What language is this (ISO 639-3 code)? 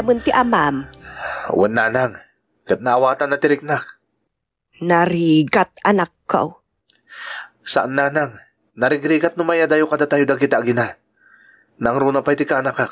ilo